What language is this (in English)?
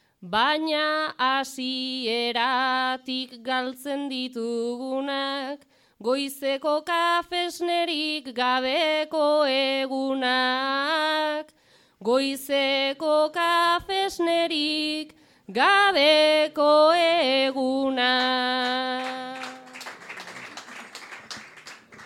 Basque